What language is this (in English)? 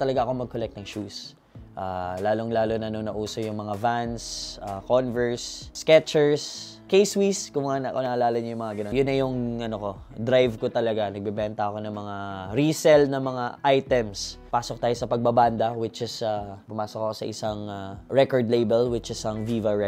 Filipino